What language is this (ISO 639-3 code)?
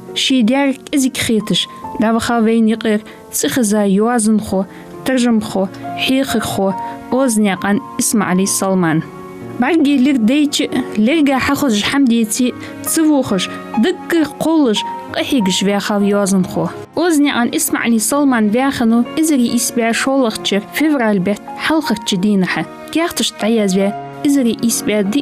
inh